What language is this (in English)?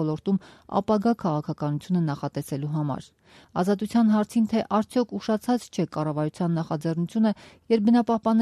Armenian